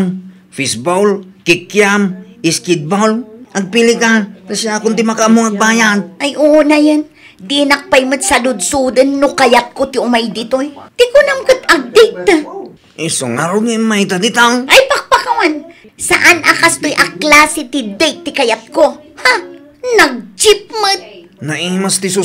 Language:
Iloko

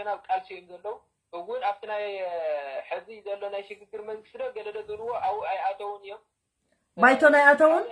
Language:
Tigrinya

